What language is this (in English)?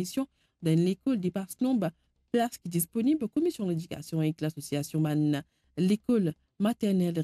Morisyen